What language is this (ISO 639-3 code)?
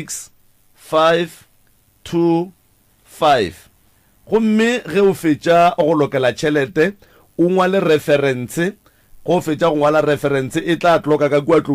nso